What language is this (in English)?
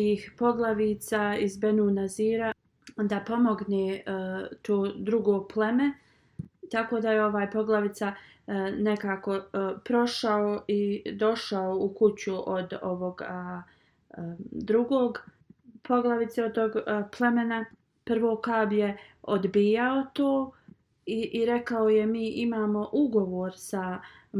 Bosnian